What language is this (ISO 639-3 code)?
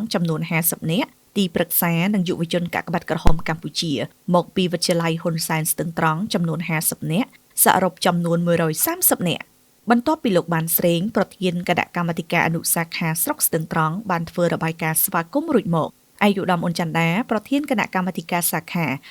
khm